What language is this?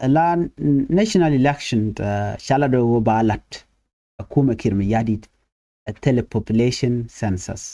Nuer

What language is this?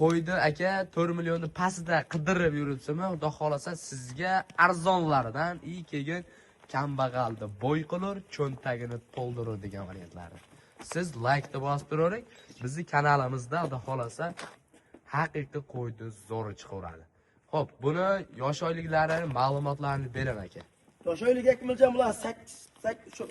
Uzbek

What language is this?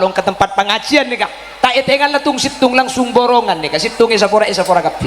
Madurese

